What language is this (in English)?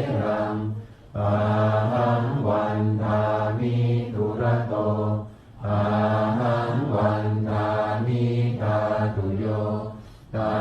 Pali